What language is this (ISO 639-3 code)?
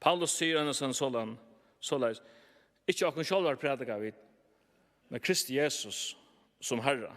fao